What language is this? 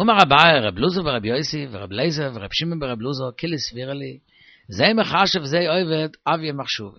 Yiddish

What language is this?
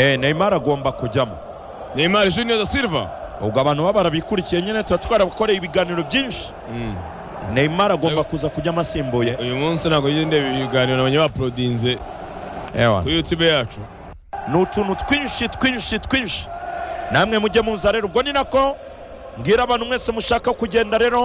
Kinyarwanda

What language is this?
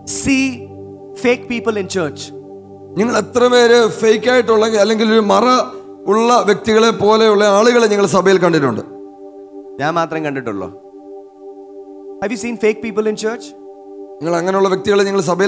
Malayalam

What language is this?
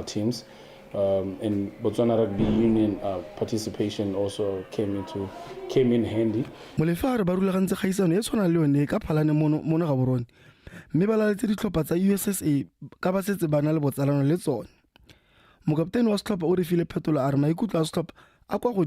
Tswana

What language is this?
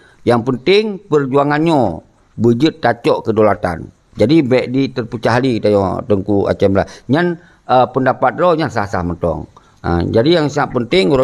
Achinese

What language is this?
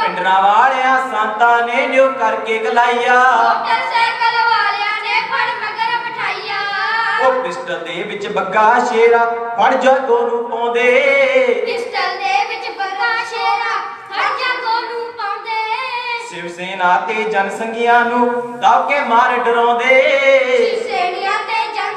Punjabi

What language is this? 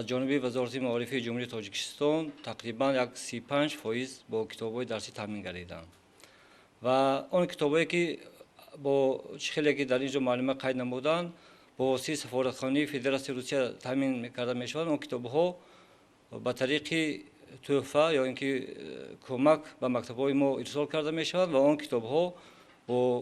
Tajik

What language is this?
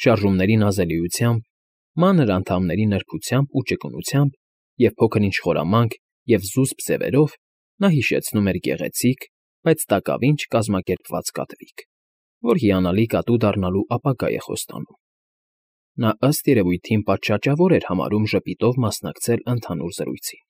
Armenian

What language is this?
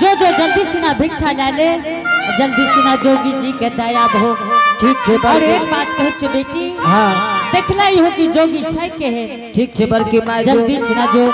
Angika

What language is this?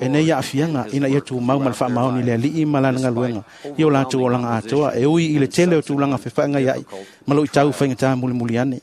Samoan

